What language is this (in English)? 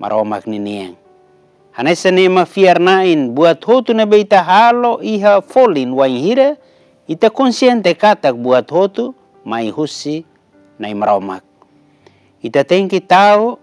Tetum